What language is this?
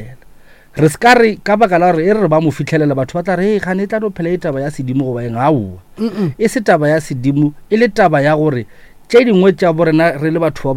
Northern Sotho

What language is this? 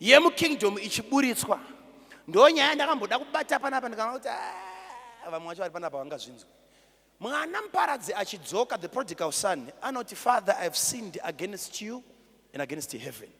Shona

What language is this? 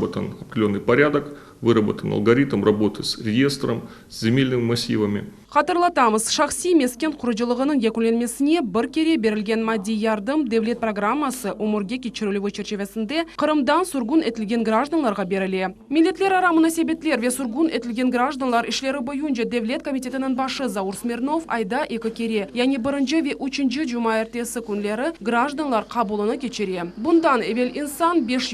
Crimean Tatar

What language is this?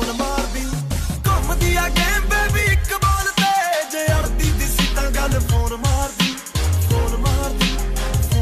Punjabi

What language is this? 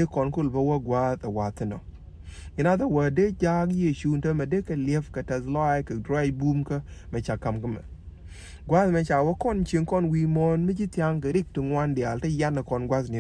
Nuer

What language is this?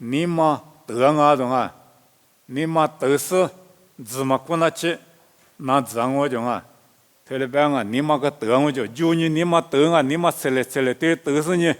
Lisu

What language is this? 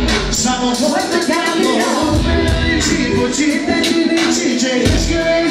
Bulgarian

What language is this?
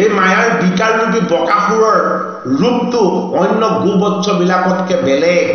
Assamese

